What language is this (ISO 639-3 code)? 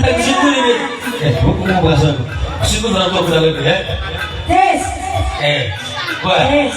btx